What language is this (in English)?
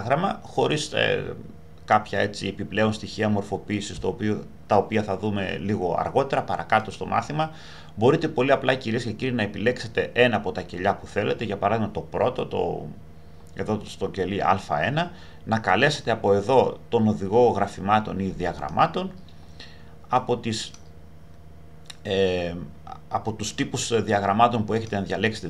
Greek